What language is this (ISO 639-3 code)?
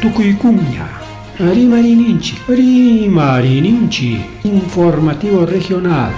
quy